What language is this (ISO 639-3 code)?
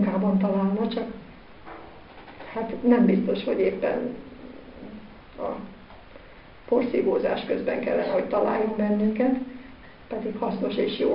hun